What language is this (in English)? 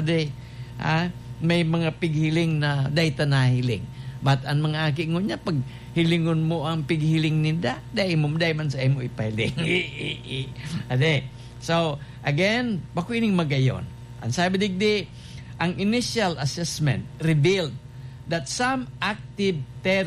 Bikol